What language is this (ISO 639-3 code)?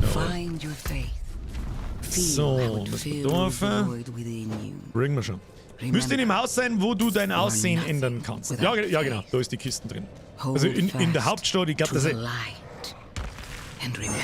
bar